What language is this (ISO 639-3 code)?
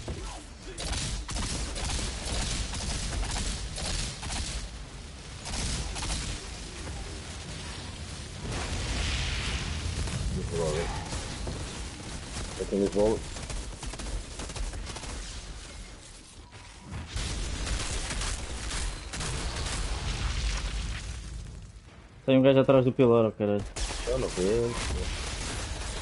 por